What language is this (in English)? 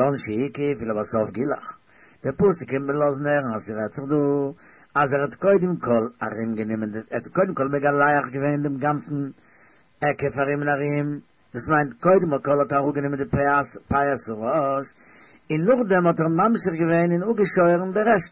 Yiddish